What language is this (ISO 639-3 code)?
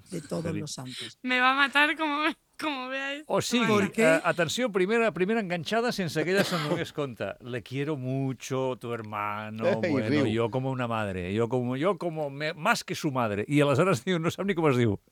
cat